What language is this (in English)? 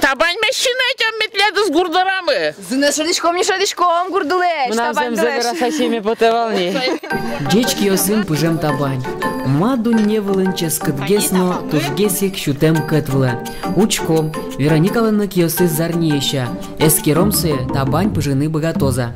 Udmurt